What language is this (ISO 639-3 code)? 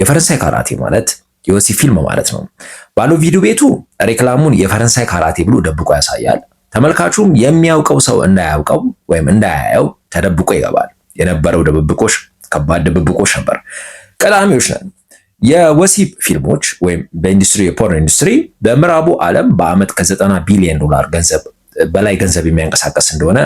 amh